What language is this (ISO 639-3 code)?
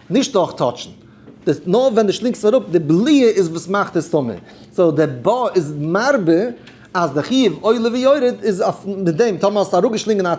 yid